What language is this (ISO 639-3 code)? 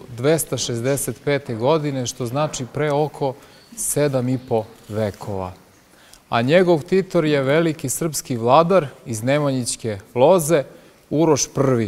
srp